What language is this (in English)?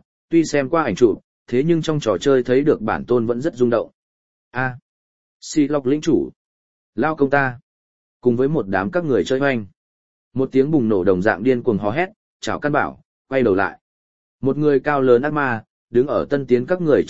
Vietnamese